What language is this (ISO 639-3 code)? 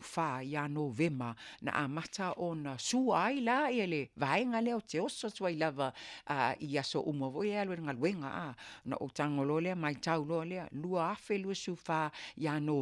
smo